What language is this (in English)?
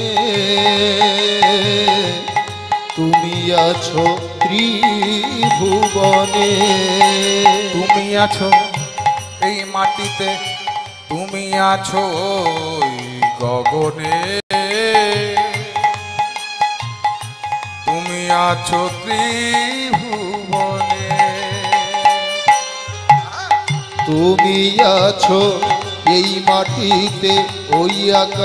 Bangla